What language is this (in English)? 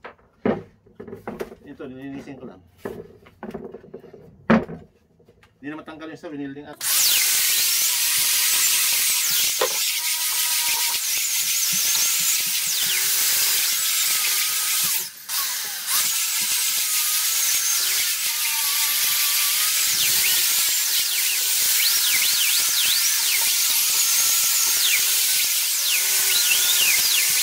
Filipino